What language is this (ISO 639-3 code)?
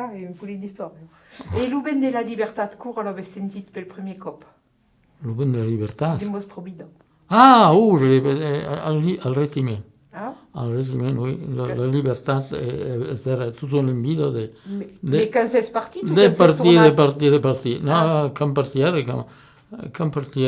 oci